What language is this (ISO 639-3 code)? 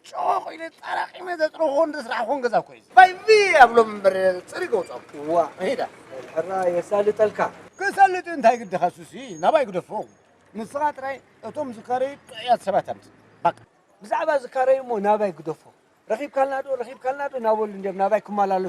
tir